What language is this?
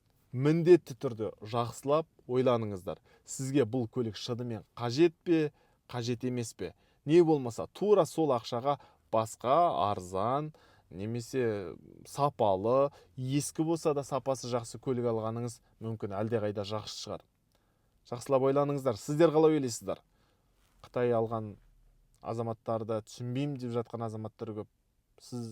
Kazakh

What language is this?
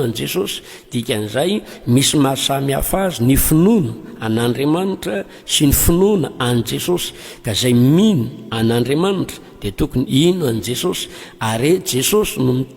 Malagasy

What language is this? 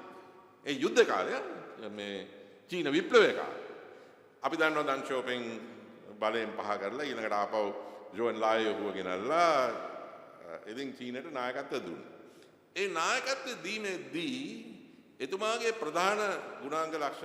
Sinhala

